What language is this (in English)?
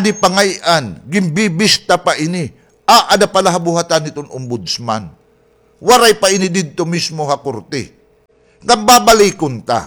Waray